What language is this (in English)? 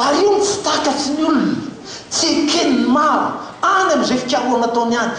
Malagasy